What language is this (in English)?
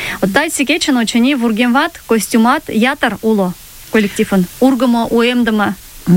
Mari